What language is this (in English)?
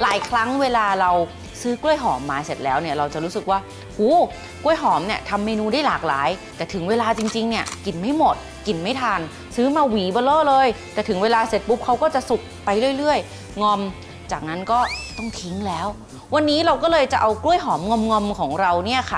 Thai